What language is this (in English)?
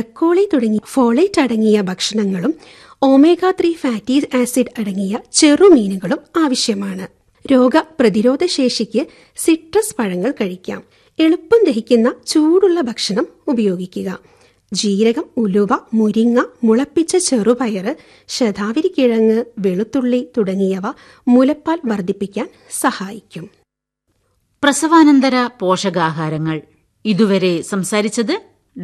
Malayalam